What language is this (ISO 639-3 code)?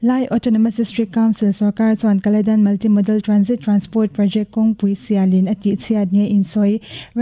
lus